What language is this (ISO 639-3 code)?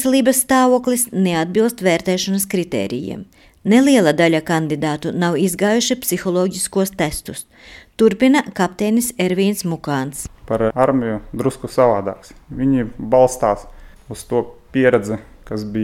lav